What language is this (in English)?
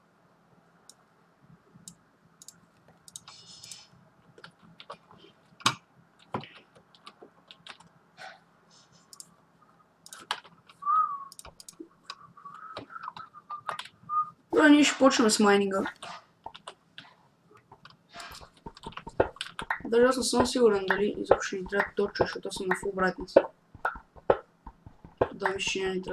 Bulgarian